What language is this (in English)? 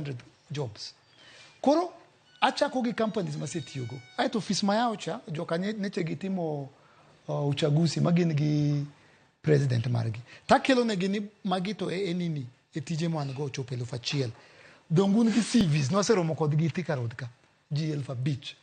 Luo (Kenya and Tanzania)